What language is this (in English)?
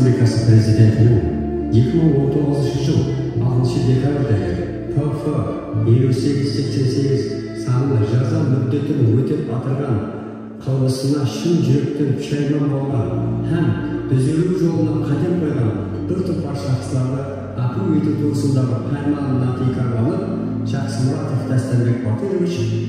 Kara-Kalpak